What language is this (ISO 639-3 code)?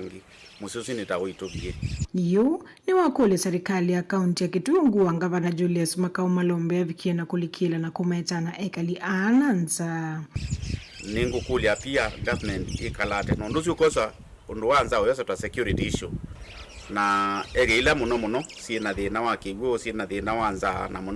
kam